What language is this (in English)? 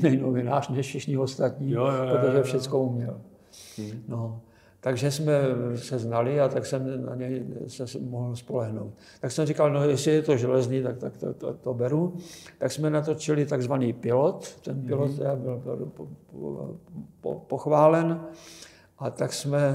Czech